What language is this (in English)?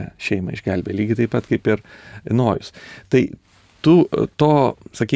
Lithuanian